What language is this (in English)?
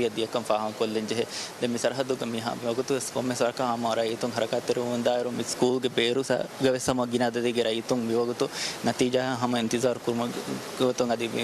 Divehi